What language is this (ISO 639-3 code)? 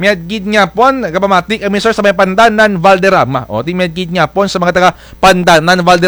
krj